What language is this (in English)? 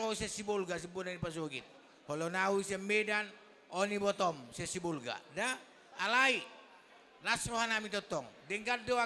Batak Toba